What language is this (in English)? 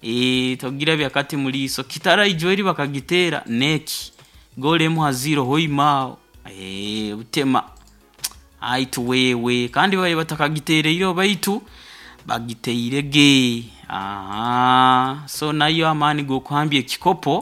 Nyoro